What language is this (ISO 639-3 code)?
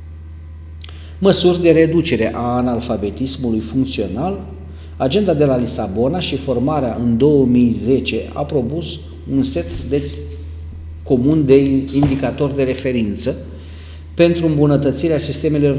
ron